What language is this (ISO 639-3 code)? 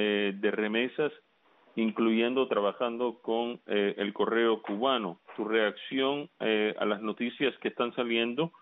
spa